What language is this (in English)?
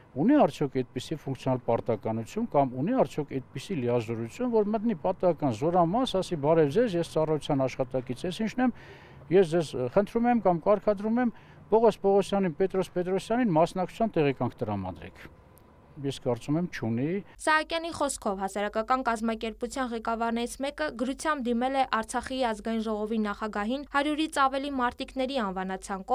Armenian